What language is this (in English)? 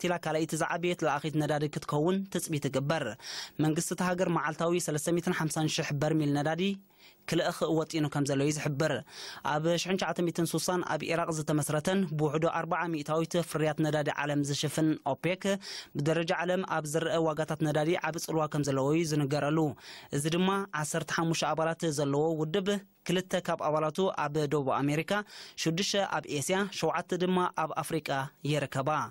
Tigrinya